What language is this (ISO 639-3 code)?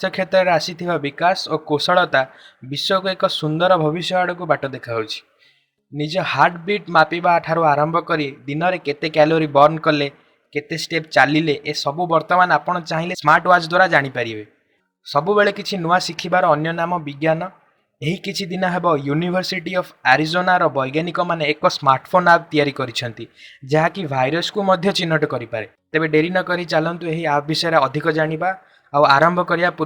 ori